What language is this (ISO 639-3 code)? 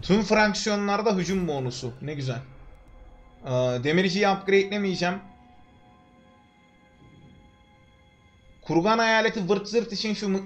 tur